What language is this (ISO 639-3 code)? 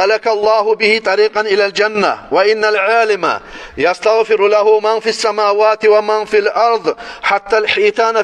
kum